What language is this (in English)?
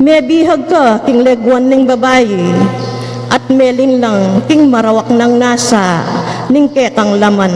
Pampanga